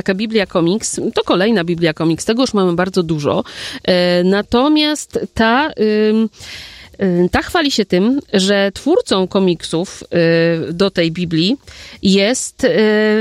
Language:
Polish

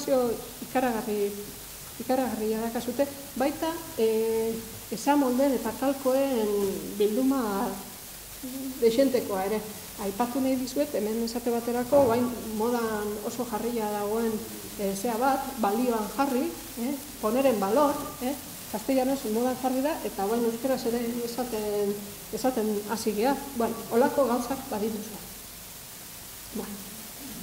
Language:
Basque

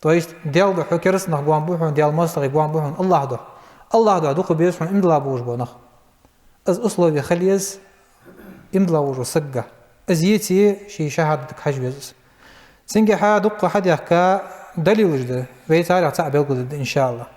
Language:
Ingush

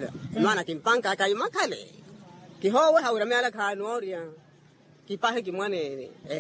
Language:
Makhuwa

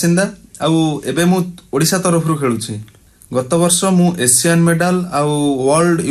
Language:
Odia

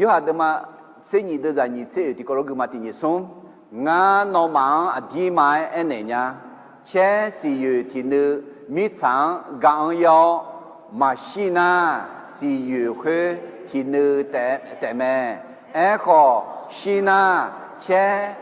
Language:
Akha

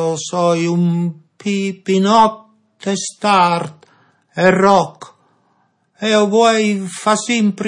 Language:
Friulian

